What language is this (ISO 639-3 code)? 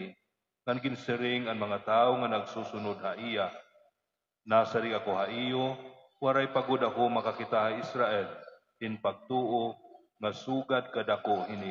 war